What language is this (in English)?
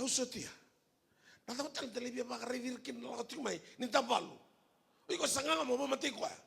Fijian